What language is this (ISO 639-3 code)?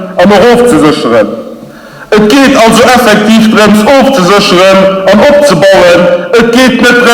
ltz